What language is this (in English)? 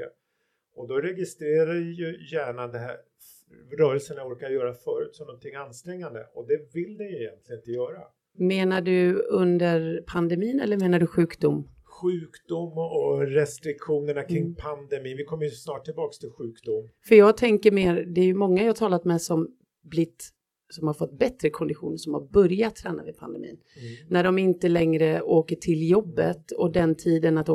Swedish